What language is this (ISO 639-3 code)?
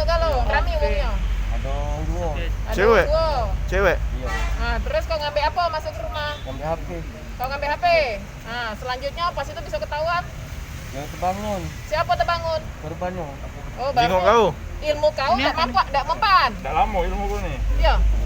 mui